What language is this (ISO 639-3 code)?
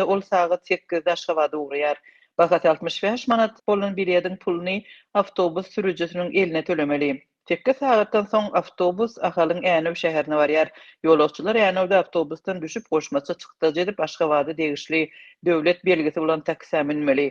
tuk